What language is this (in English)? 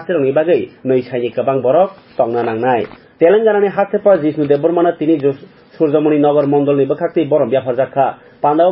Kok Borok